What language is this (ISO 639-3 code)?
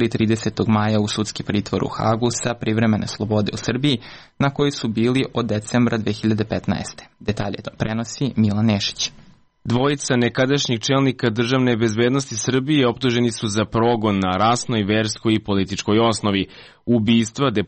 srp